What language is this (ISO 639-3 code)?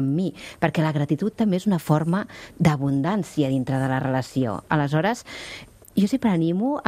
cat